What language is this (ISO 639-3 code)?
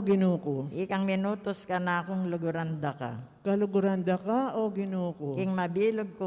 pam